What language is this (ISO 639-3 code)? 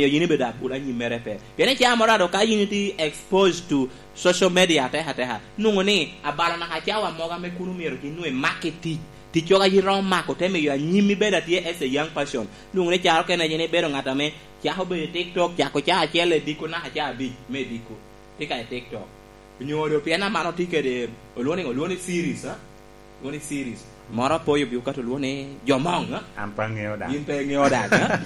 laj